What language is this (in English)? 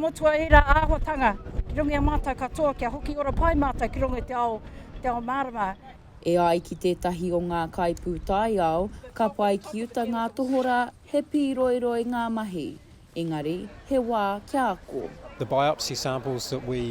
Māori